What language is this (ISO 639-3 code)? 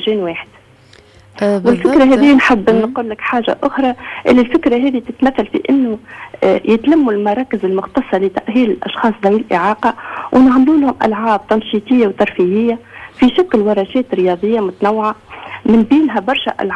aeb